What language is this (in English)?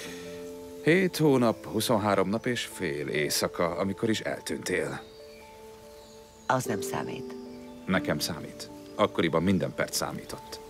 Hungarian